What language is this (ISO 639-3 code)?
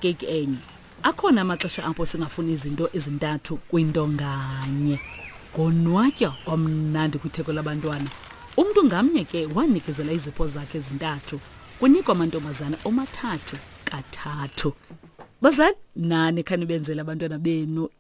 xho